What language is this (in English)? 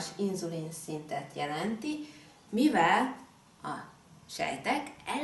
Hungarian